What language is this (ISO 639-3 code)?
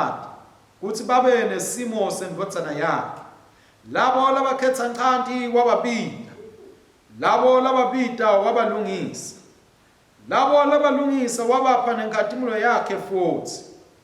ssw